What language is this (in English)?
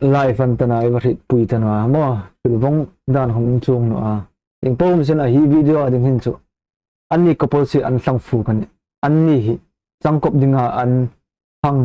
Hmar